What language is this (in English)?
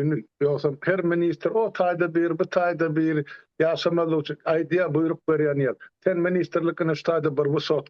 Turkmen